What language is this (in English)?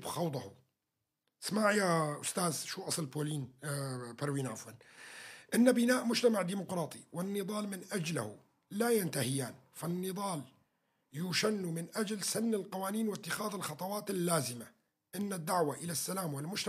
North Levantine Arabic